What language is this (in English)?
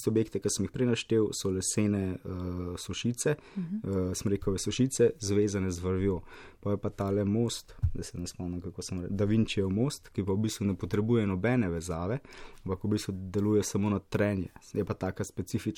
Slovenian